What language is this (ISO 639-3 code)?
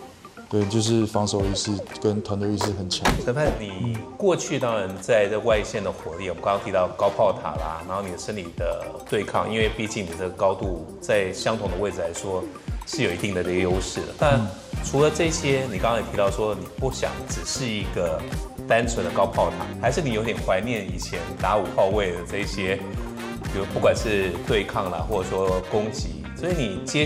zho